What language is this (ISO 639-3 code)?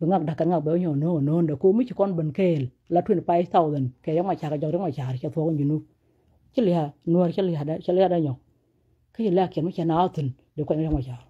nus